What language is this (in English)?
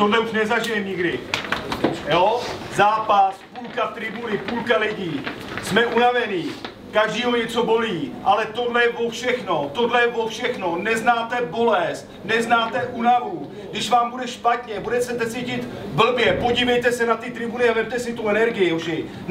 Czech